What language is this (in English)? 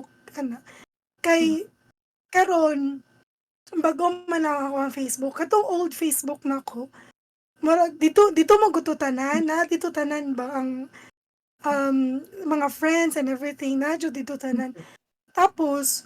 Cebuano